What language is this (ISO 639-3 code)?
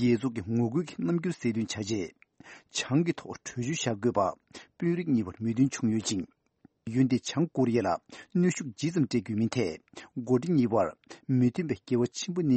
bod